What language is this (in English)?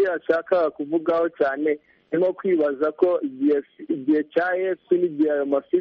Kinyarwanda